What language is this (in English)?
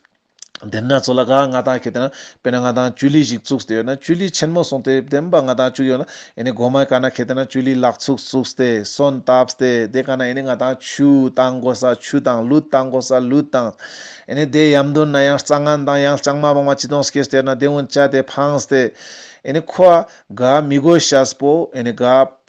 Ladakhi